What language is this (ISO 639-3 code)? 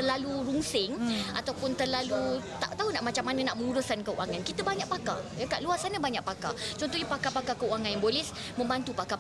msa